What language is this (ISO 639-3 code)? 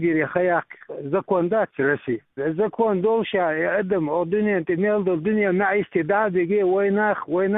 che